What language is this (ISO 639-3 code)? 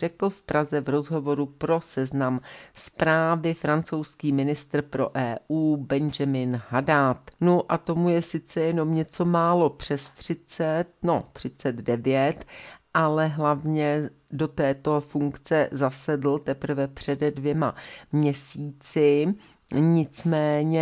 ces